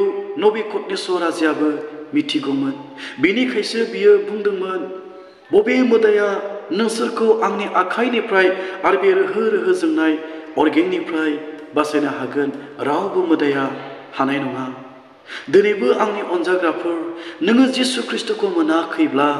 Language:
Bodo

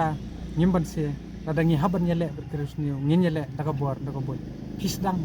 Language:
Khasi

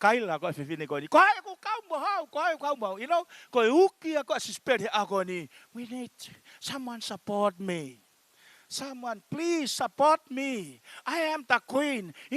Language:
Tongan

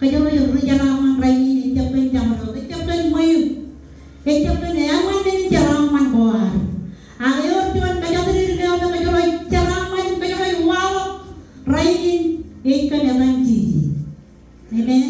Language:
Marshallese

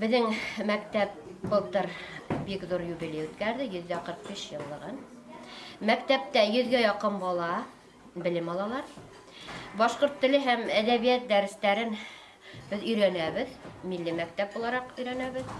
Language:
Bashkir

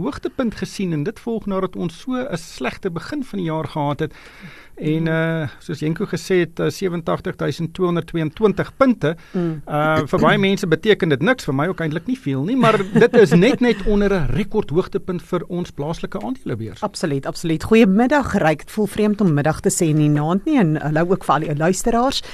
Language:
Afrikaans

